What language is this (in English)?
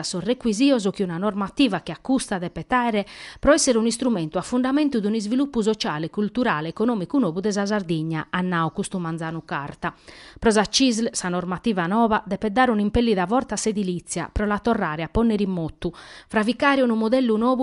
Sardinian